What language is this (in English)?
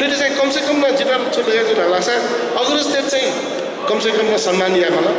Newari